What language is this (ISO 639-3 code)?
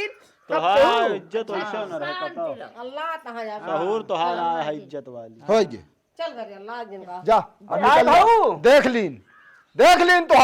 awa